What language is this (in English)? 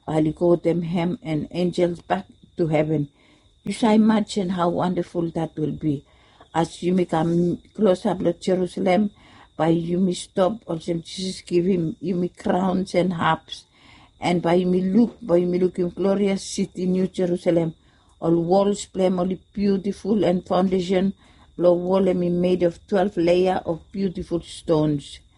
Bislama